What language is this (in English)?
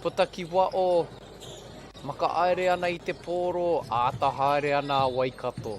Māori